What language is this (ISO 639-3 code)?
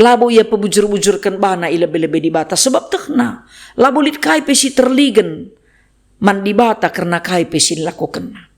btx